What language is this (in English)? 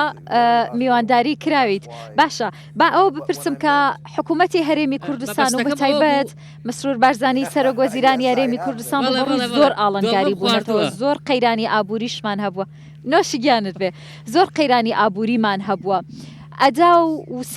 Central Kurdish